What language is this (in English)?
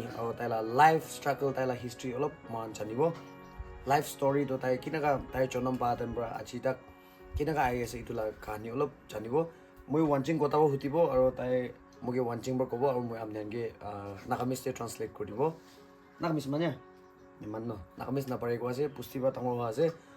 Naga Pidgin